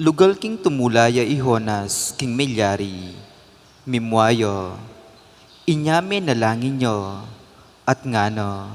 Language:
Pampanga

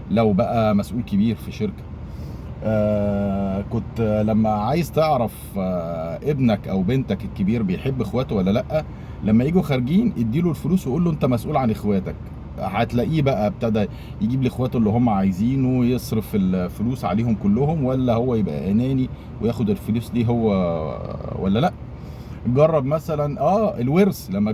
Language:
Egyptian Arabic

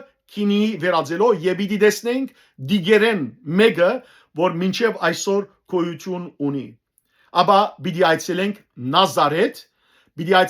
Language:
Western Armenian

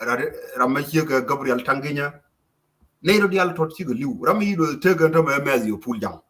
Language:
Nuer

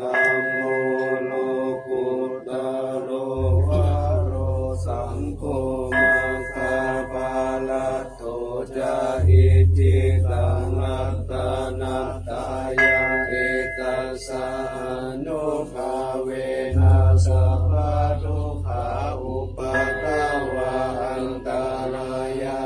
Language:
Pali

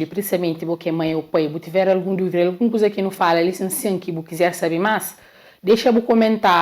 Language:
Kabuverdianu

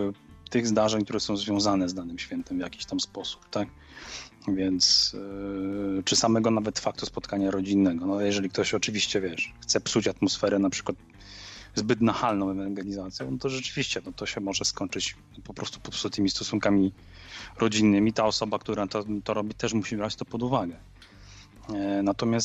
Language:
Polish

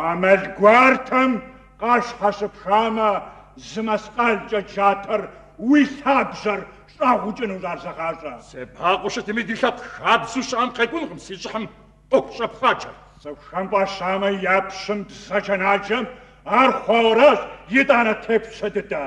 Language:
Kabardian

